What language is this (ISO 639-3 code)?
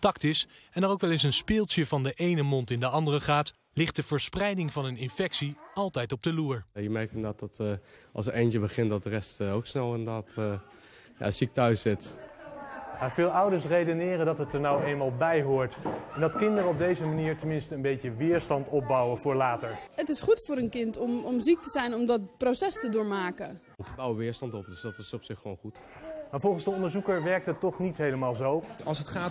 nld